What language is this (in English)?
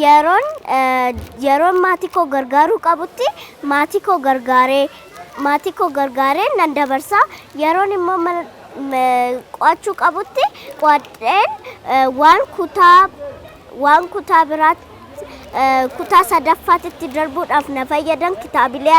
Oromo